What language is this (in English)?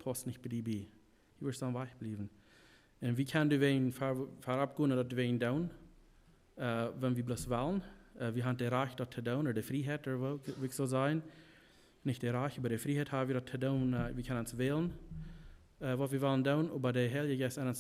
Plautdietsch